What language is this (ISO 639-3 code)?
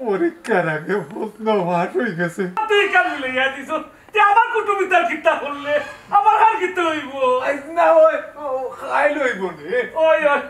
syl